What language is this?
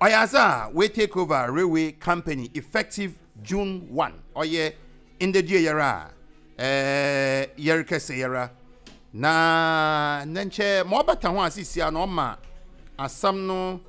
Akan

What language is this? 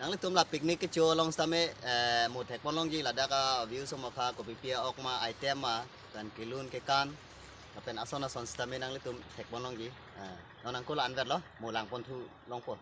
Karbi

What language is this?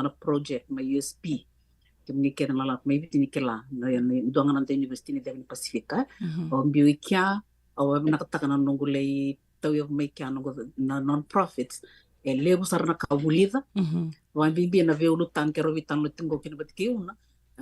Fijian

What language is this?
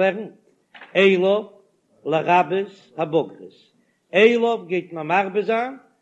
Yiddish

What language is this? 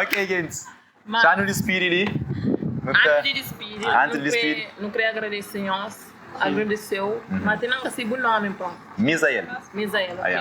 Kabuverdianu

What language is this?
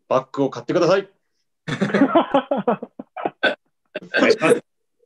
Japanese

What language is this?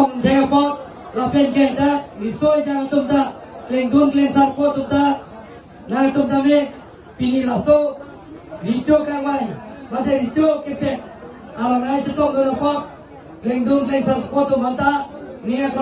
Karbi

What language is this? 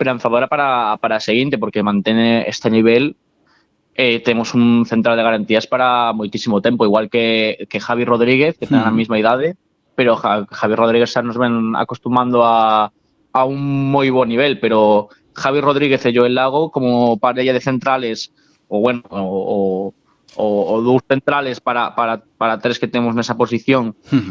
Galician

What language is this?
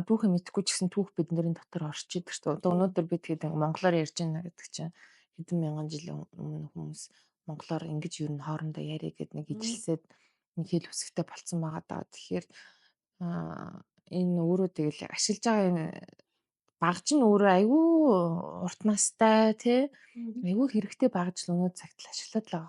Mongolian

